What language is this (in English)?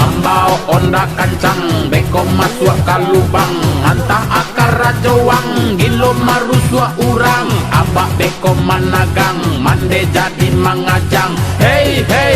Minangkabau